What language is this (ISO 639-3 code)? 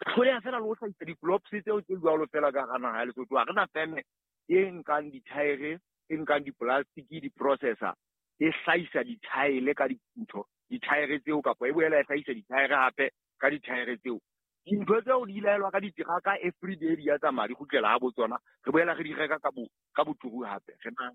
sot